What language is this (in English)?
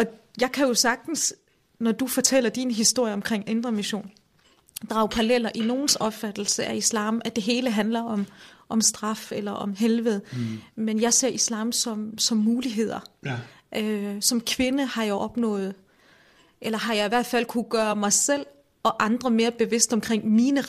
Danish